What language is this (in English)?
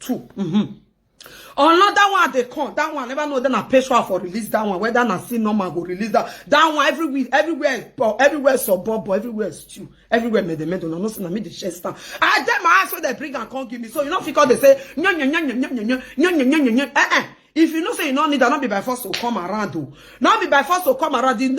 Nigerian Pidgin